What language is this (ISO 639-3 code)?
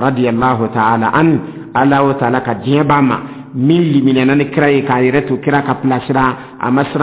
dyu